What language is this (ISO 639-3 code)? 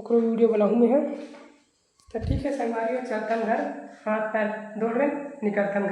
hne